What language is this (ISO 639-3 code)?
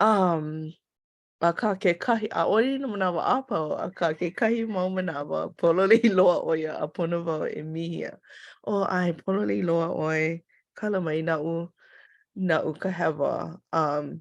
haw